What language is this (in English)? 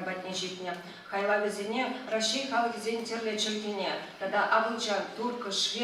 Chuvash